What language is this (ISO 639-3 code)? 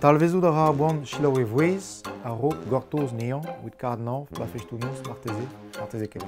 bre